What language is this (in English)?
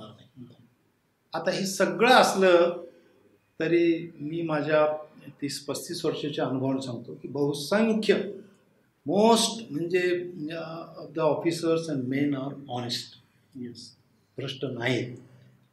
Marathi